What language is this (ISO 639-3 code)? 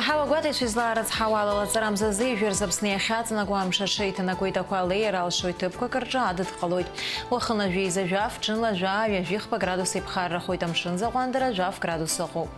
abk